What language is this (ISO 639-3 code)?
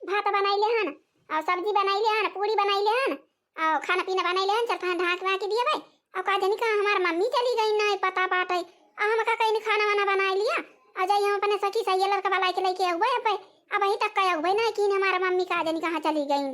awa